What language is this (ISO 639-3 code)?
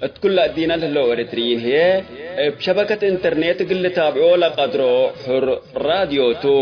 tig